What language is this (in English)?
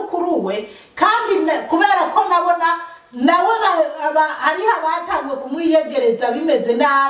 Rundi